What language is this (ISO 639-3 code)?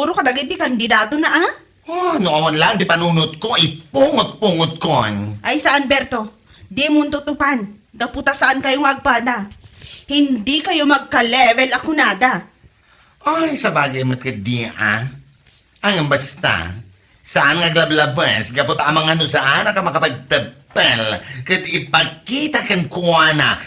ilo